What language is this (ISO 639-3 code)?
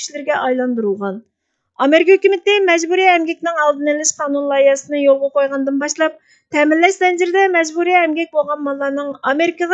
uig